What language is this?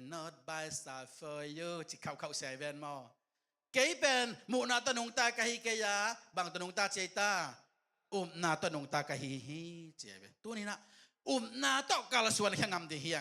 Tedim Chin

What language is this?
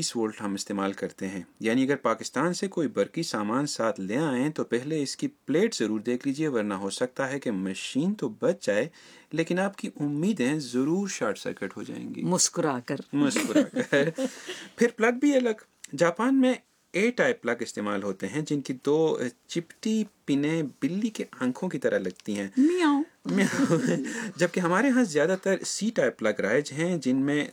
Urdu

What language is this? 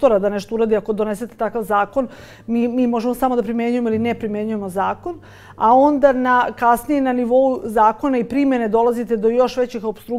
Serbian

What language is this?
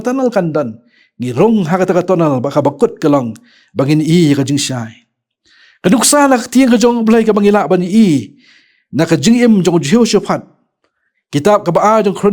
Khasi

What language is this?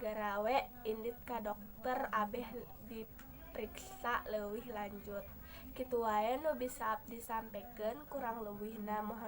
Sundanese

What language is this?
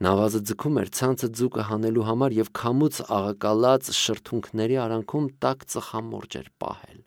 Armenian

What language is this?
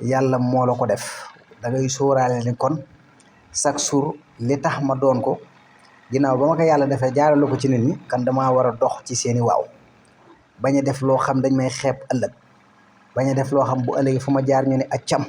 Wolof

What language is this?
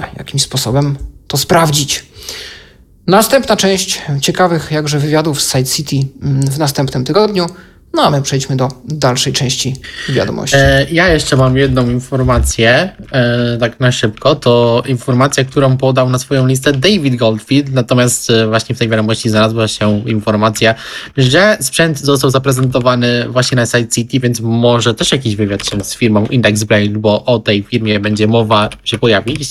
Polish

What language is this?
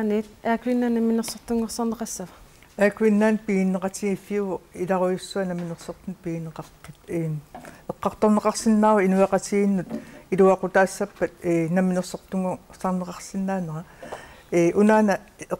Kalaallisut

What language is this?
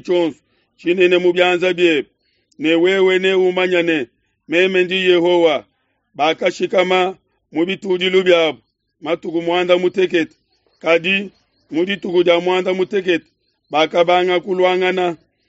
Luba-Lulua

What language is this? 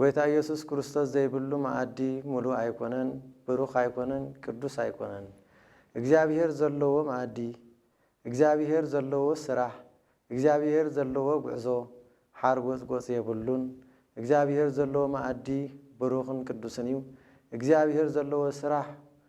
Tigrinya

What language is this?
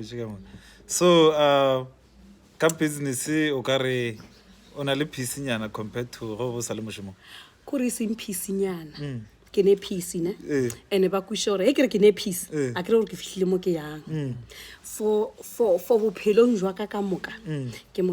Northern Sotho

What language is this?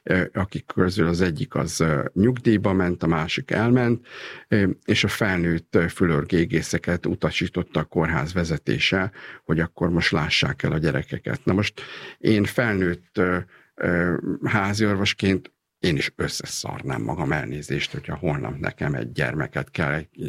Hungarian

